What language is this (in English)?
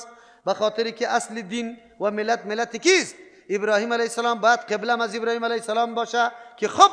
Persian